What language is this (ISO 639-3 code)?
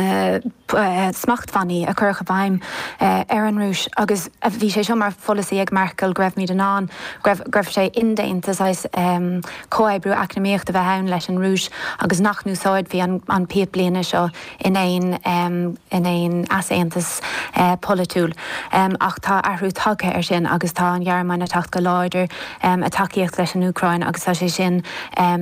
gle